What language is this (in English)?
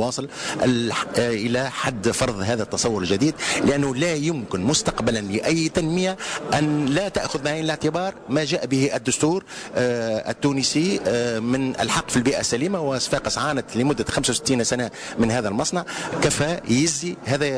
Tunisian Arabic